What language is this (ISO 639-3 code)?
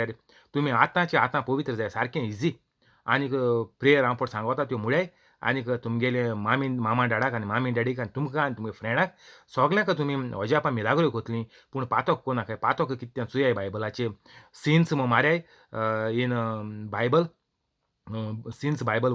kok